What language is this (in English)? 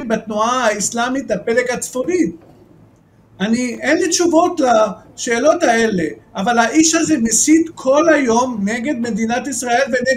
Hebrew